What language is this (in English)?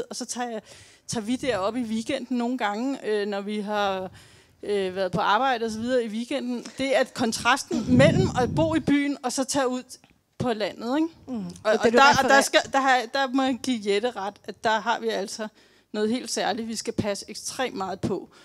Danish